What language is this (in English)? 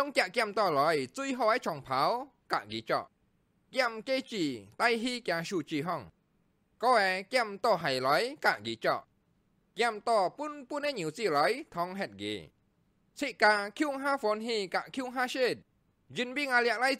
Hakka Chinese